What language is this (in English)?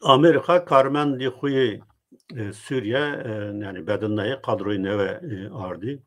Zaza